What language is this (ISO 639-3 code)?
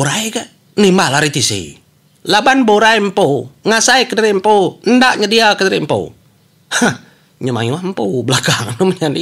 iba